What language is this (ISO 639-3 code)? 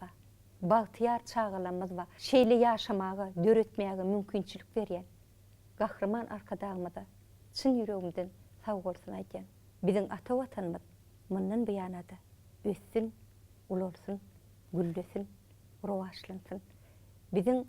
tuk